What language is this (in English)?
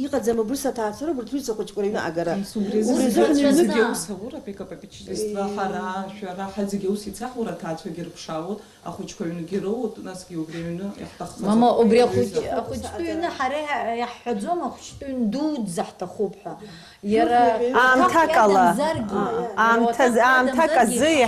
Abkhazian